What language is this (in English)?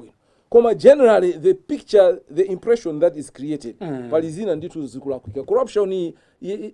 Nyanja